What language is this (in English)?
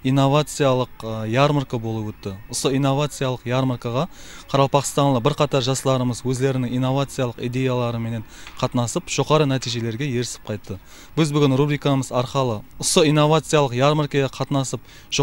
Kara-Kalpak